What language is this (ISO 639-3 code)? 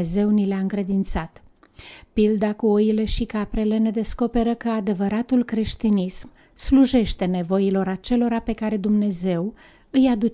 ron